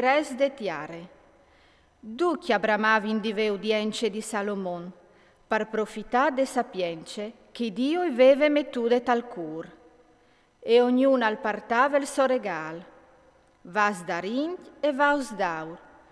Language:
Friulian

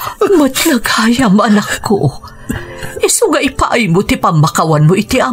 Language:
Iloko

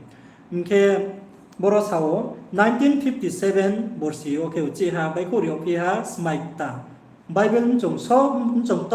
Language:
Riang (India)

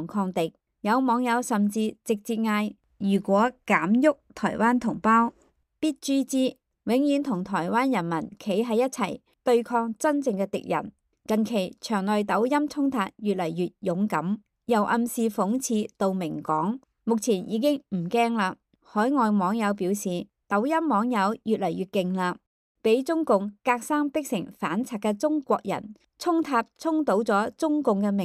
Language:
Cantonese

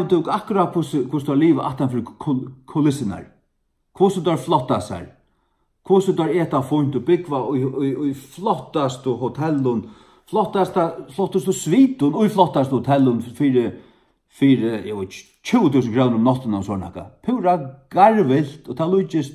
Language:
Faroese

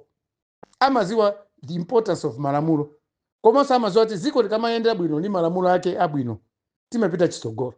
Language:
Nyanja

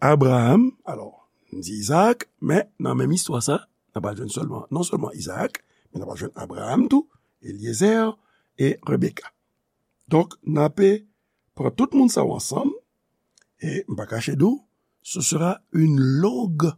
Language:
Haitian Creole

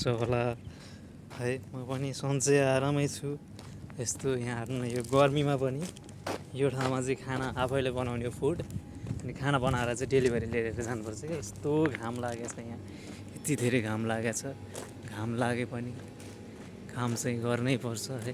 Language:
Nepali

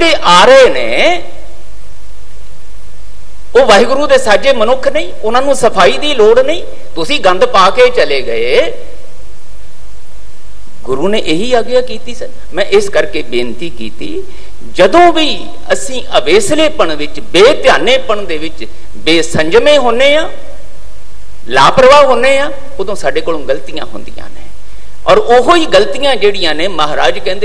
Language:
Punjabi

